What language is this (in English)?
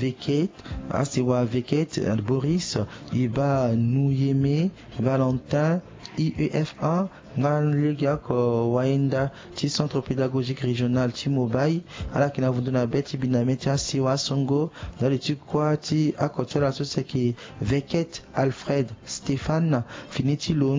Sango